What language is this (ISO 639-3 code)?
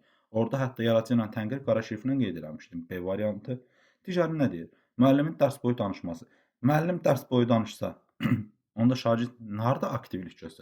aze